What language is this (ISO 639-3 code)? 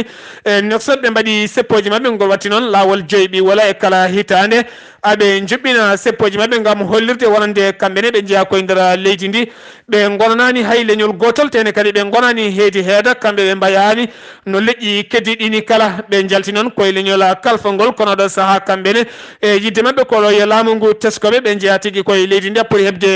ful